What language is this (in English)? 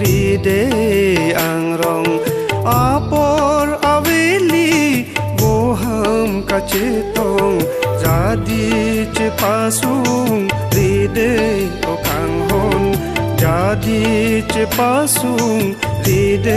Karbi